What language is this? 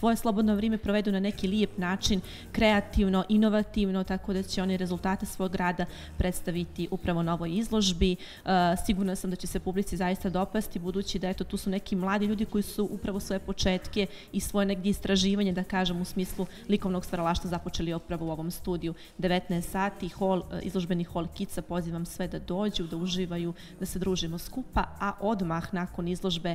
Bosnian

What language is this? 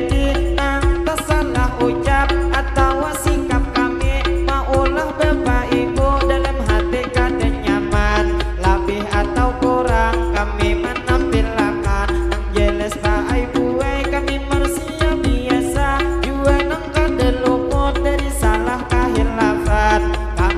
Banjar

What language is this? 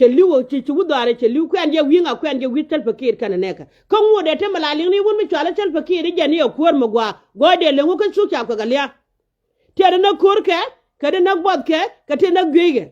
Nuer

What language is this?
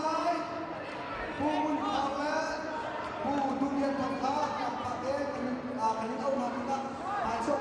Hakha Chin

